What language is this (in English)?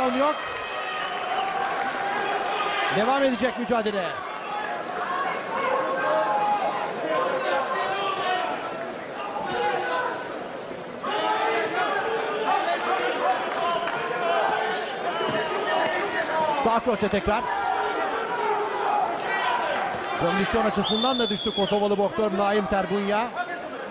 Turkish